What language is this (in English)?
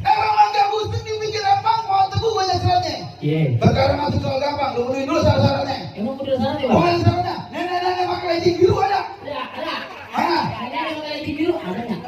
Betawi